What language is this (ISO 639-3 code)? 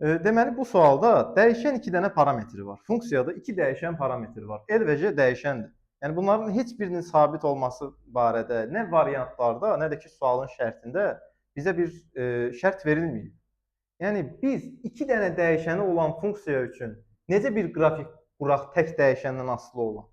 aze